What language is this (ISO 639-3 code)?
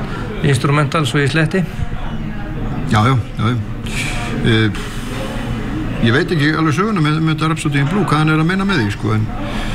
isl